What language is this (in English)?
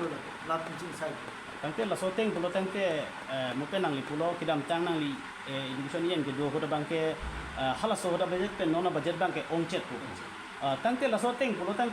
Karbi